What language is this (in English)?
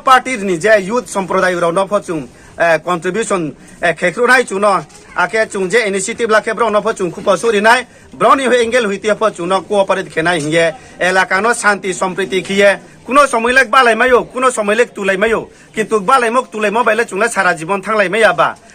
Riang (India)